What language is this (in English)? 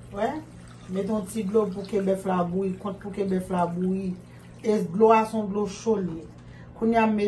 Haitian Creole